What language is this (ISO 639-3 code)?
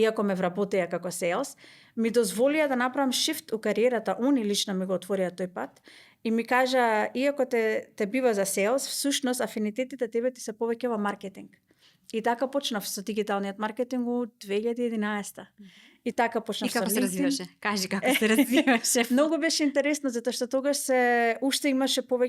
mkd